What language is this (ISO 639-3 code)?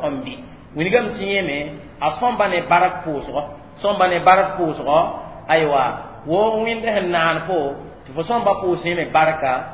mos